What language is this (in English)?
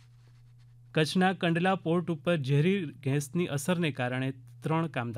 Gujarati